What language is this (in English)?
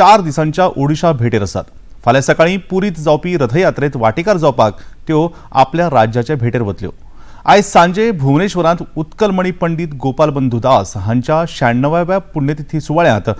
Konkani